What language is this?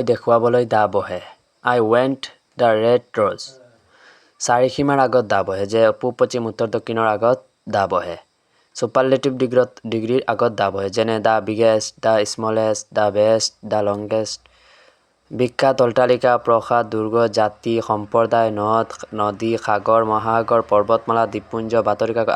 Assamese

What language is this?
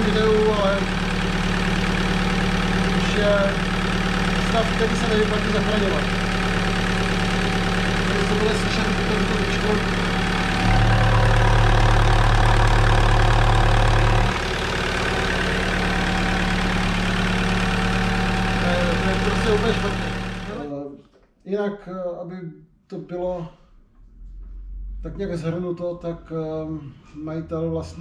Czech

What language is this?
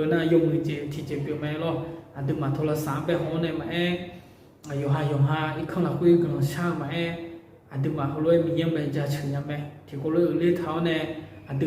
Akha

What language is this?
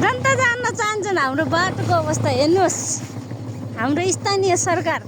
Nepali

